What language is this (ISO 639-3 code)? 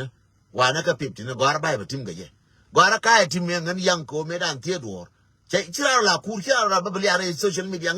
nus